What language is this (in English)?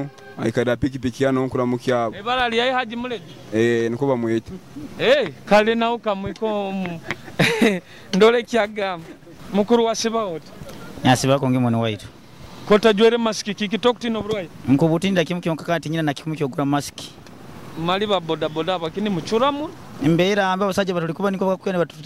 Nyoro